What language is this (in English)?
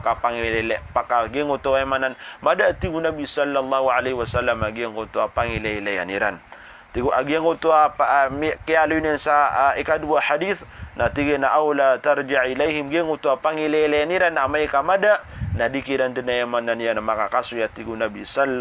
Maranao